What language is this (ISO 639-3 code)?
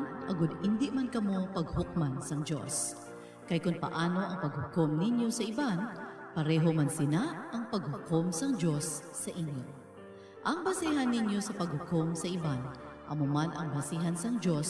hil